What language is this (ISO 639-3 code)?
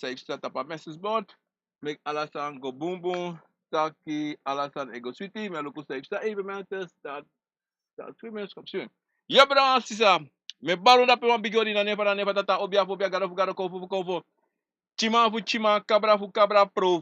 srn